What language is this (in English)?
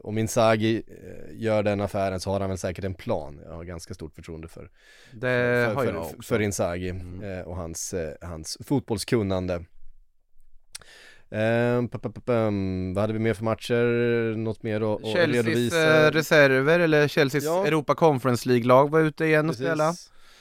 Swedish